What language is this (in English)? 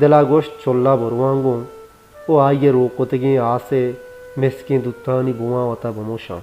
Baluchi